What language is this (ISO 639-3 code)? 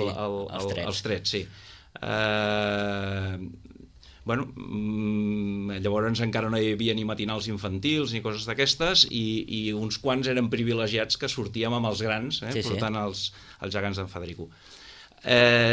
cat